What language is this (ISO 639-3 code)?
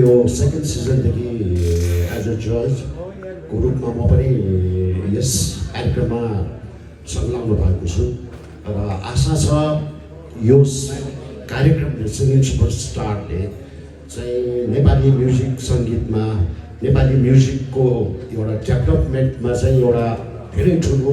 nep